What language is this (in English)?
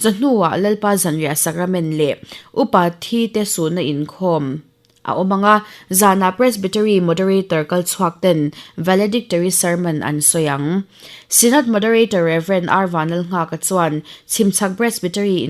Mizo